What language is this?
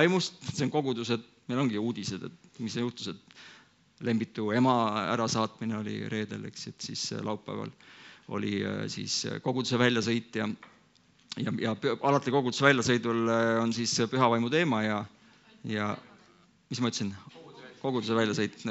Estonian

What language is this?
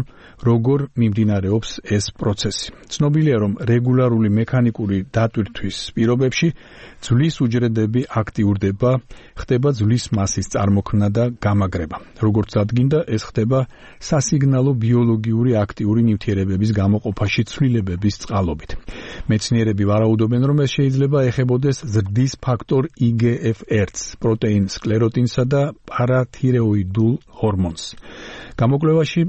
Georgian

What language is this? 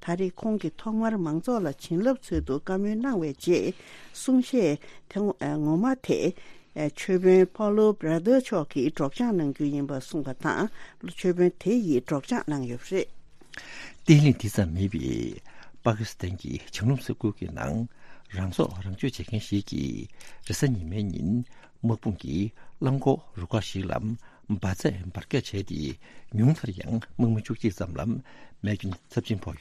Tibetan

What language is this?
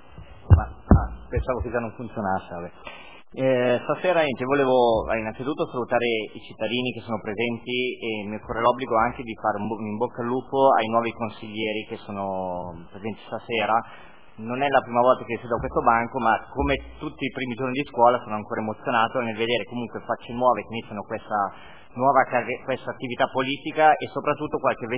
Italian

